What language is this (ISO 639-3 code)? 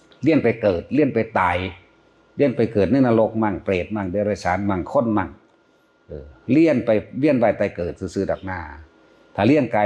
tts